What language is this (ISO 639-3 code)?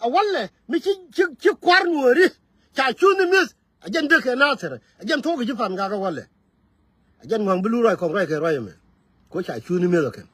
nus